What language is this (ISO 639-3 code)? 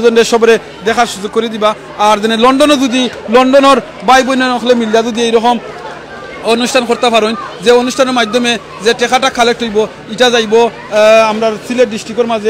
syl